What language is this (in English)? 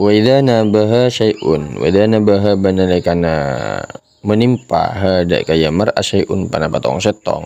Madurese